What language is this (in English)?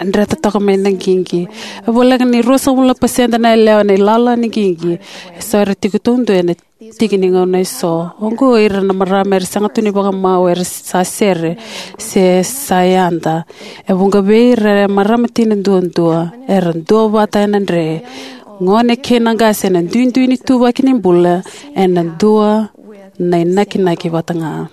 Fijian